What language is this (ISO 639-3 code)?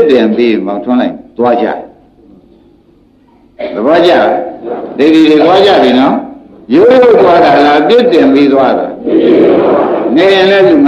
mya